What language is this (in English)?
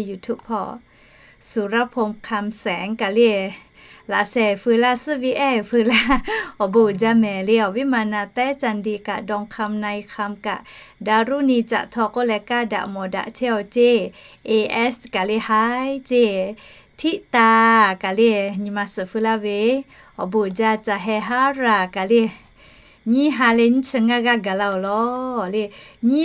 Lahu